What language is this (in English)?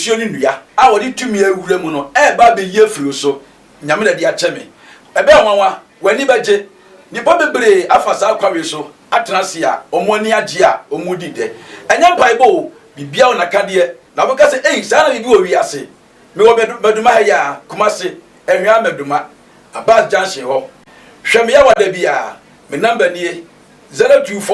Akan